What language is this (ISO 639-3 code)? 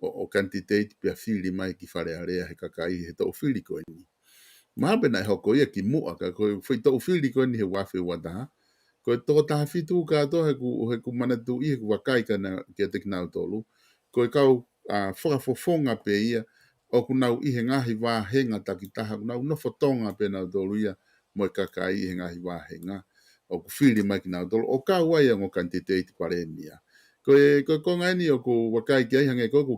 ton